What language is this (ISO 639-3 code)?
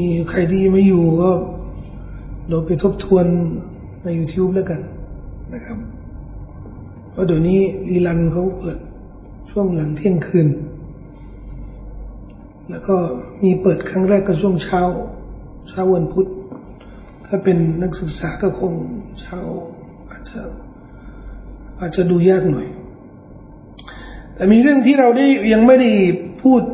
tha